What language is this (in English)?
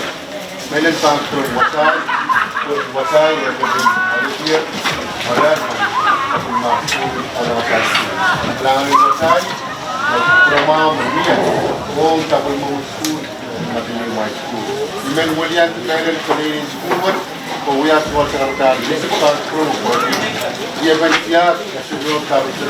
Pohnpeian